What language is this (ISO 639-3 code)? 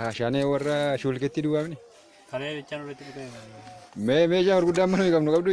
orm